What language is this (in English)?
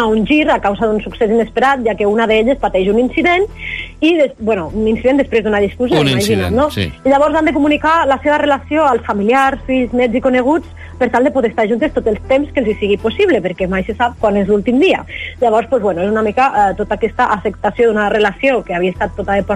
Catalan